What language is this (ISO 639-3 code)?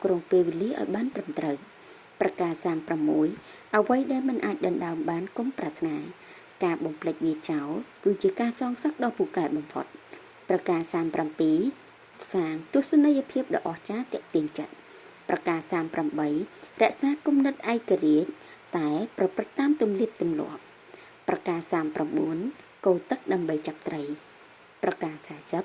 khm